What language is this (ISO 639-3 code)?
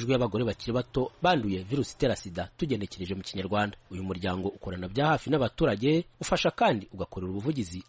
kin